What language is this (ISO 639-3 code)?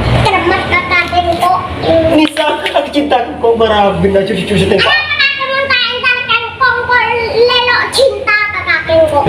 mad